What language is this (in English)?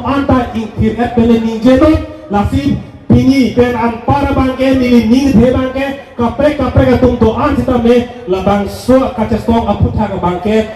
Karbi